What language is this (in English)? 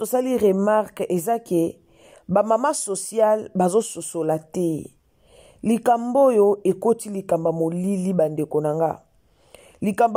Lingala